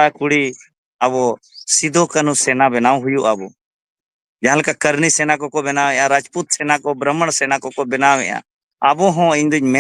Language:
Santali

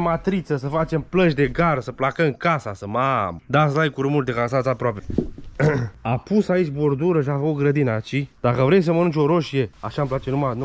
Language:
Romanian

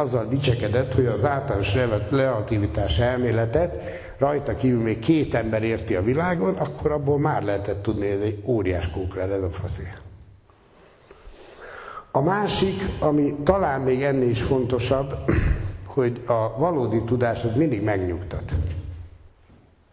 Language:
Hungarian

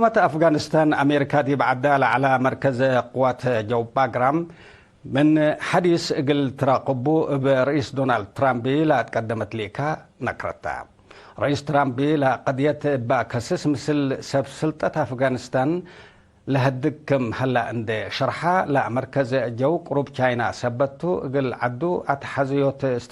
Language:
Tigre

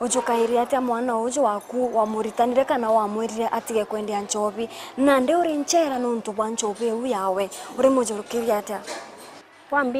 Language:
Meru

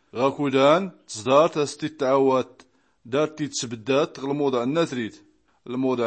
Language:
Tachelhit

